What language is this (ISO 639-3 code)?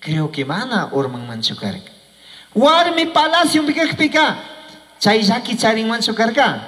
qug